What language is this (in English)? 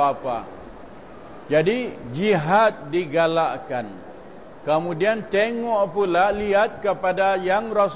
Malay